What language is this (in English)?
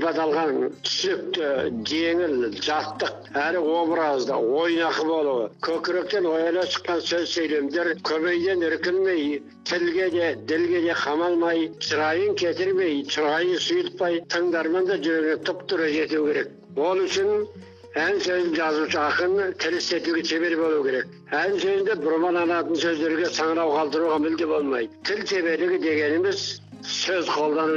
Kazakh